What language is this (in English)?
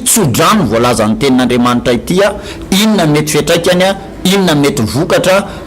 Malagasy